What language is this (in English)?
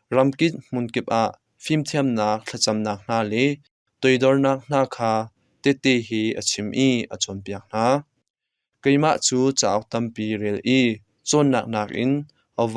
Hakha Chin